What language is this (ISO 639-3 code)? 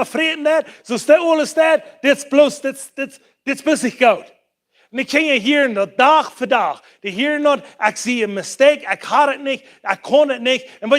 pdt